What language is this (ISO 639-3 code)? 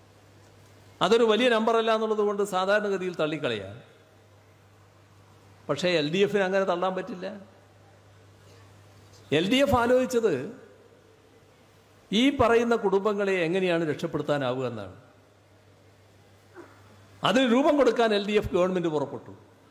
mal